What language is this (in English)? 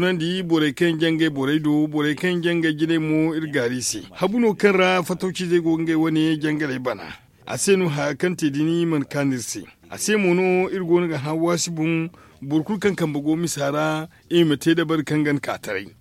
Zarma